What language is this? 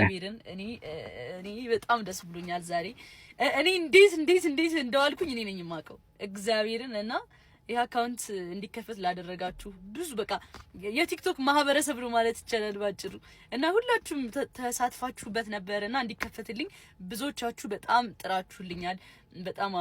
Amharic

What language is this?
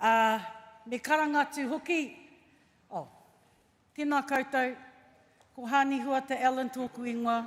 Māori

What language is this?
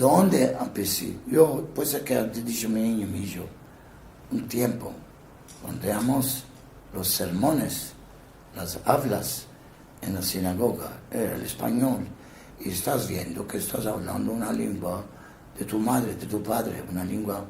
Ladino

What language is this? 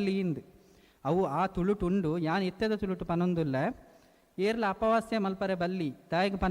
Tulu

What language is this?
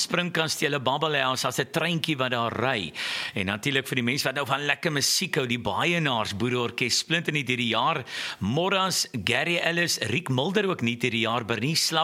Afrikaans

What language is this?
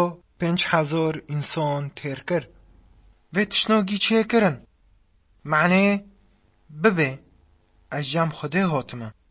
Kurdish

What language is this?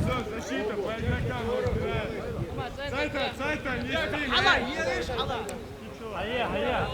Chechen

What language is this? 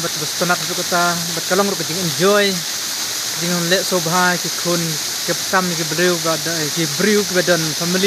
Khasi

